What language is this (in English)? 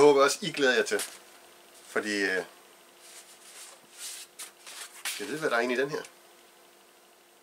Danish